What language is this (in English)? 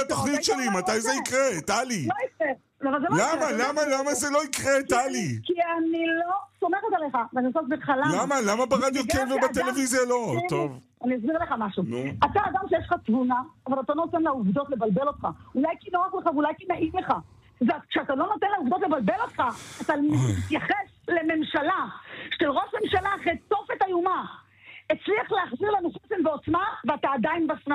Hebrew